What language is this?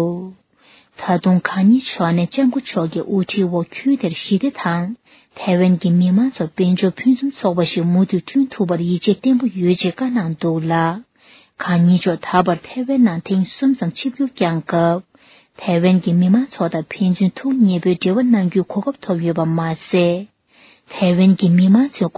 Tibetan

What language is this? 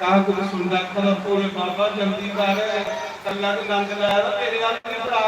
Dogri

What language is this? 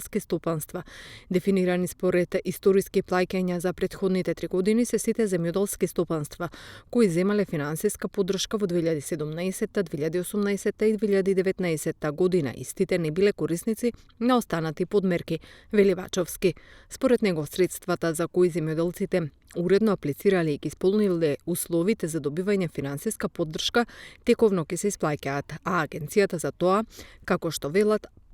Macedonian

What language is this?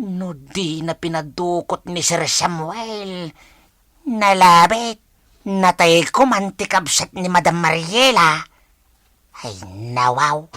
Iloko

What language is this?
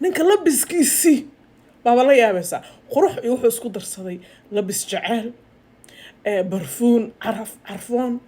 Somali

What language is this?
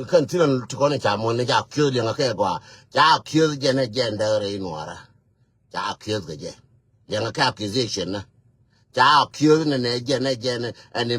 Nuer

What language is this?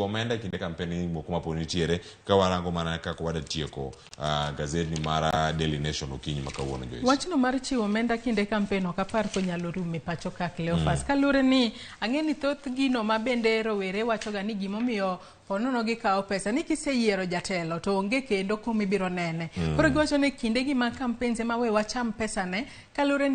Luo (Kenya and Tanzania)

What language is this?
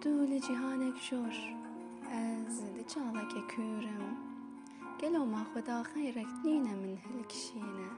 Kurdish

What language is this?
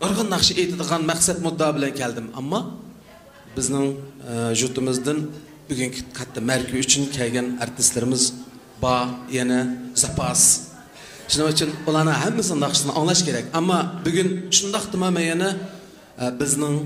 Uyghur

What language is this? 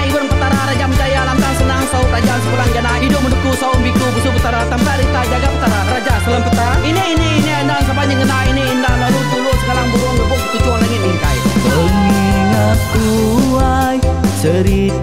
Iban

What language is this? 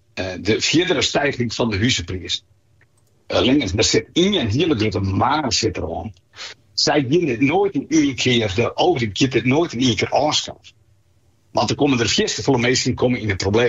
Western Frisian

